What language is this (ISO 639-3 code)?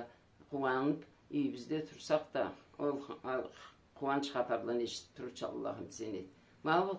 krc